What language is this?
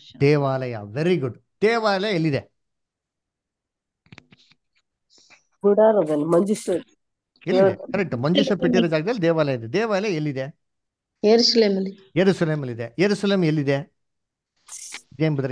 Kannada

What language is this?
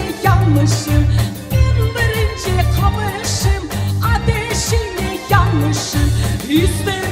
Crimean Tatar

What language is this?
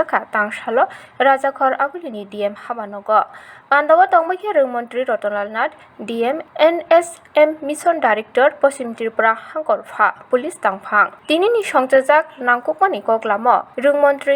Kok Borok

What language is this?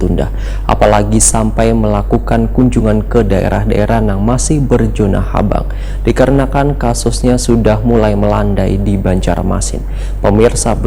Banjar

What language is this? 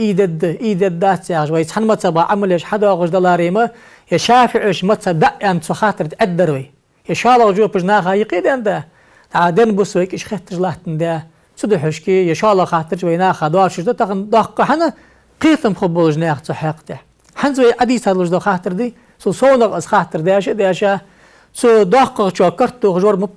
Ingush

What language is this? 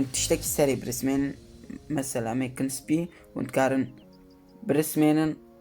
Kurdish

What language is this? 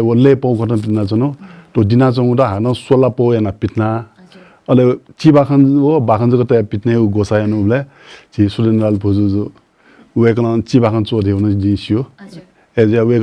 Newari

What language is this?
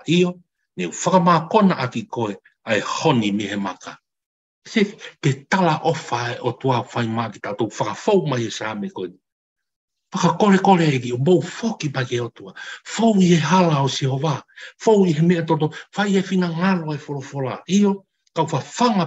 Tongan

